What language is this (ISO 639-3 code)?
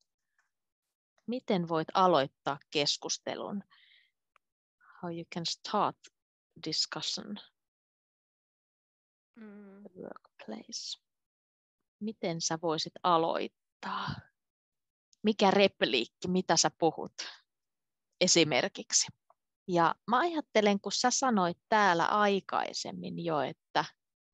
fin